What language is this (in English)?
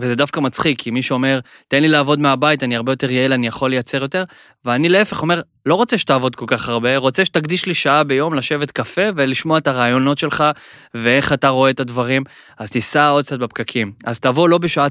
Hebrew